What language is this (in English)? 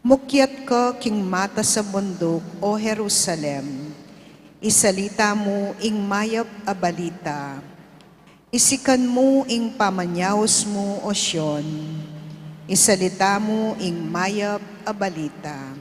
Pampanga